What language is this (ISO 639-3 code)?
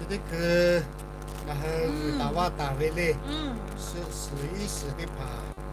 lhu